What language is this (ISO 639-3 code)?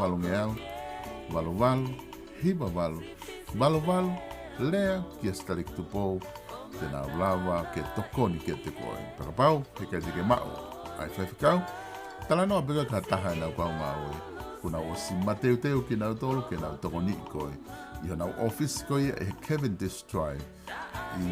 ton